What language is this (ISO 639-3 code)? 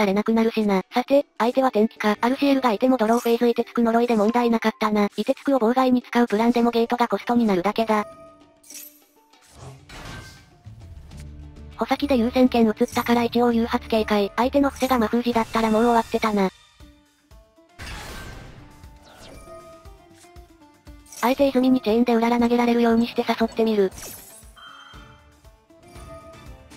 jpn